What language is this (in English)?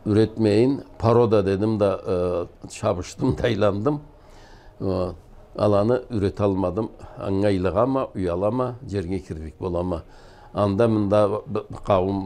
Karachay-Balkar